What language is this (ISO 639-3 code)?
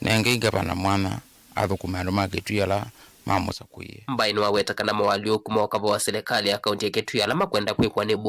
kam